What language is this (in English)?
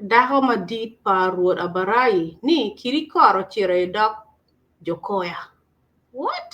Acoli